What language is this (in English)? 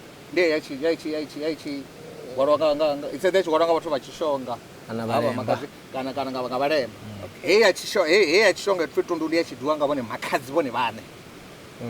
Venda